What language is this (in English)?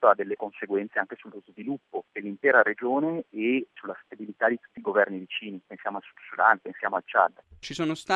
Italian